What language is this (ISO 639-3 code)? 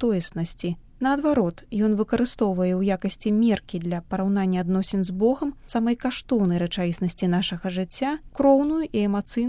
bel